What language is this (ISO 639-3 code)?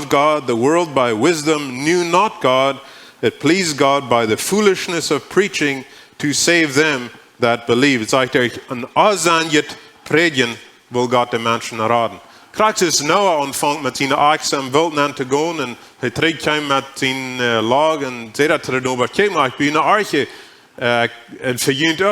pdt